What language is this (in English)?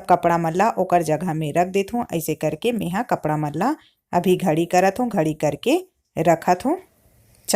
Chhattisgarhi